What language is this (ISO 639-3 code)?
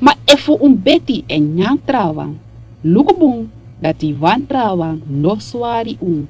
srn